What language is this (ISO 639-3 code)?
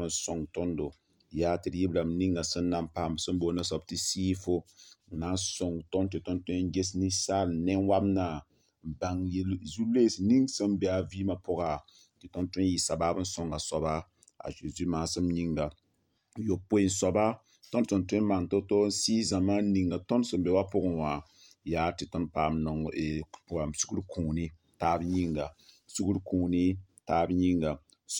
mos